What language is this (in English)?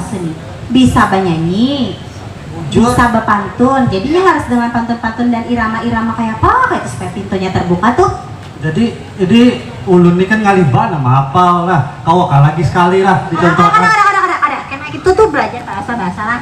Banjar